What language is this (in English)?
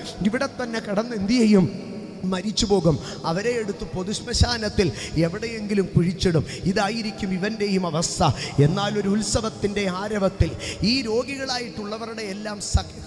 Malayalam